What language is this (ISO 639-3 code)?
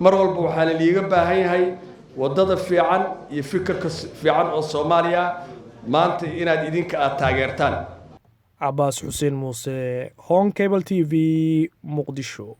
som